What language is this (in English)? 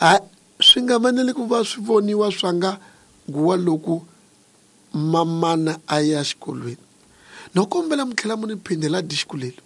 Tsonga